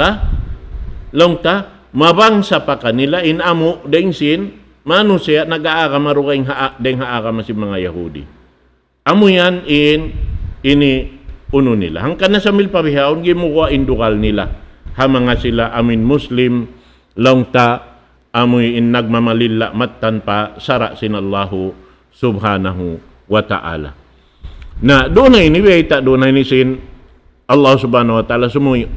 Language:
Tausug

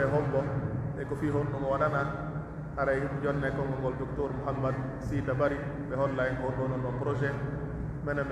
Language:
Pular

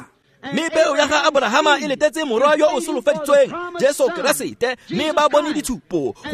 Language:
Tswana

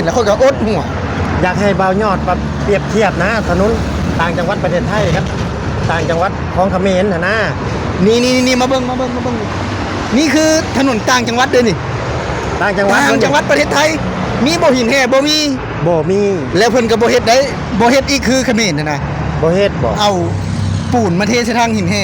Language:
Lao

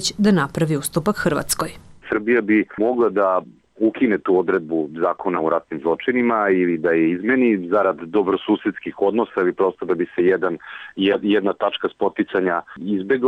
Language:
Serbian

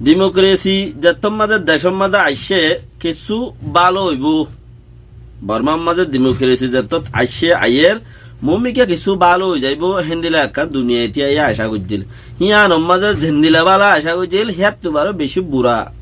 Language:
Rohingya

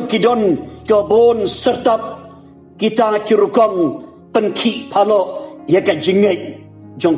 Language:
Khasi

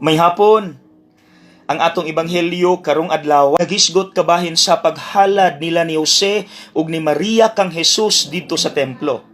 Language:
Cebuano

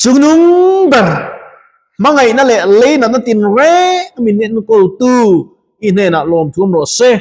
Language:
Mizo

